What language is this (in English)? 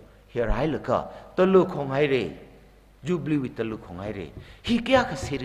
Tangkhul Naga (India)